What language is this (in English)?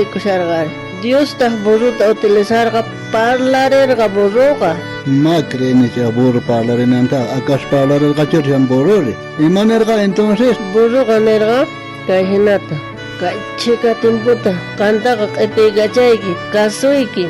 South Bolivian Quechua